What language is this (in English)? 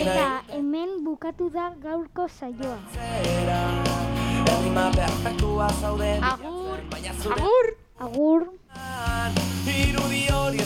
Basque